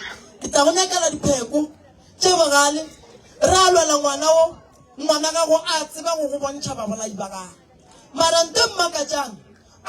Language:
Northern Sotho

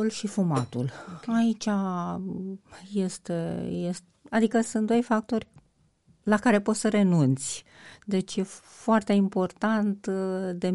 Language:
Romanian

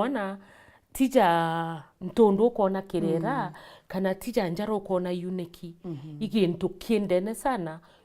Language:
Meru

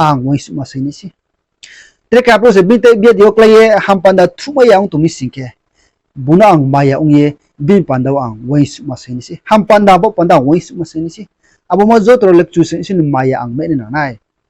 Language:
Riang (India)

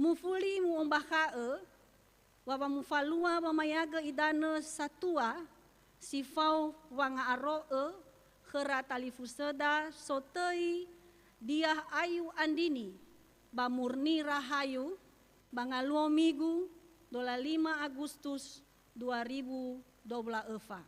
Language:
Nias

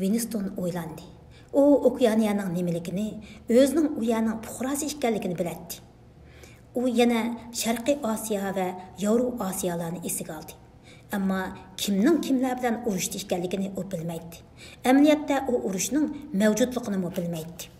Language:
Uyghur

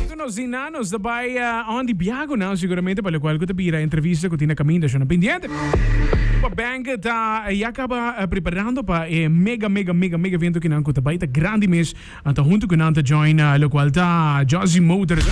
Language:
Papiamento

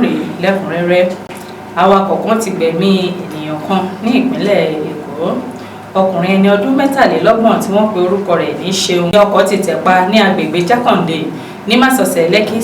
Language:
Yoruba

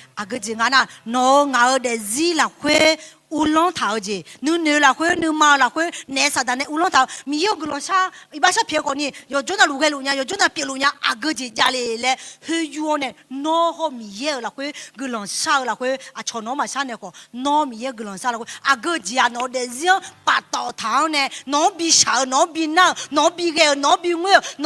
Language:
Akha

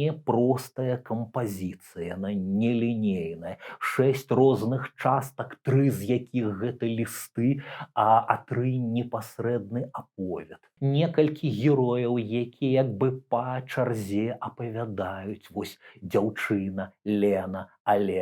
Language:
Belarusian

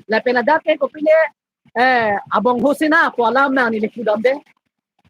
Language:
Karbi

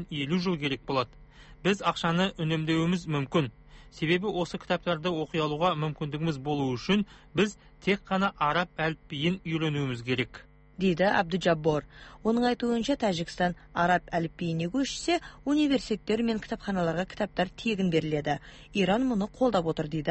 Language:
Kazakh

